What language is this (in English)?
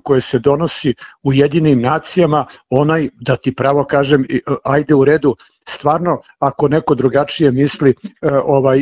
Serbian